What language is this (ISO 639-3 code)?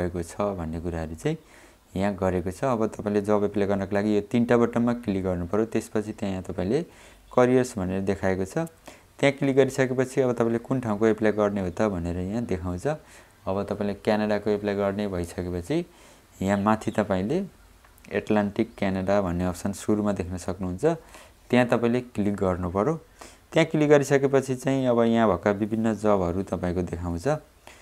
nep